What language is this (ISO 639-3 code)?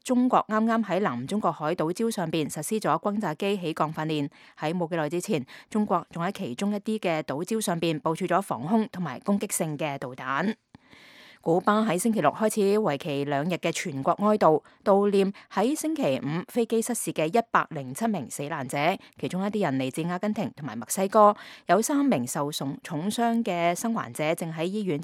yue